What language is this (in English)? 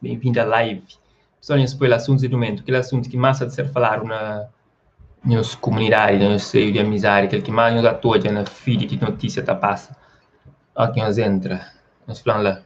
Kabuverdianu